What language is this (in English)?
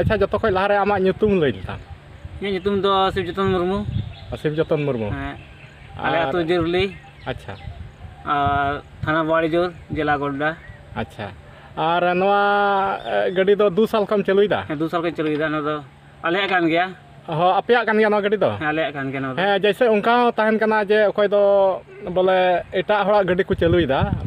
Santali